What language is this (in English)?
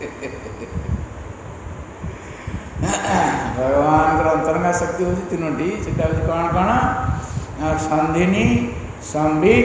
Odia